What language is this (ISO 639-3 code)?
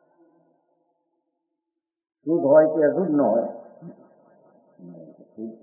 guj